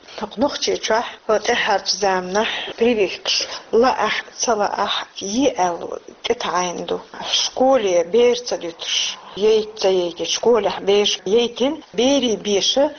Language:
Chechen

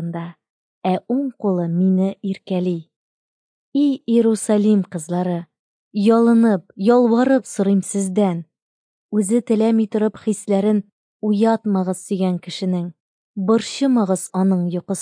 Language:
Tatar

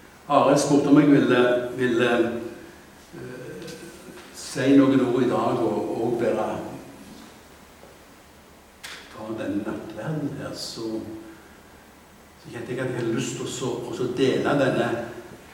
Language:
Norwegian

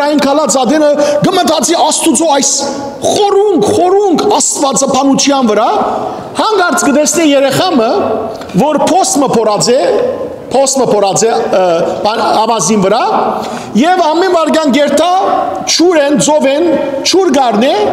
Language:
Western Armenian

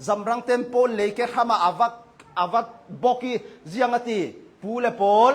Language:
Hakha Chin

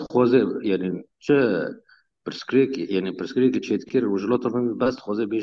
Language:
Kurdish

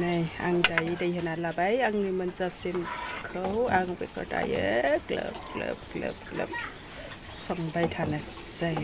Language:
Bodo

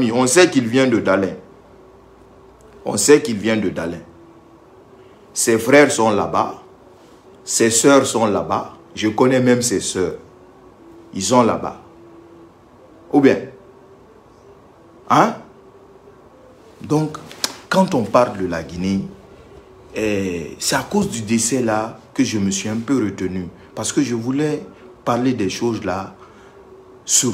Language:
French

